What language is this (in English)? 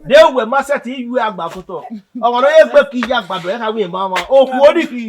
Bini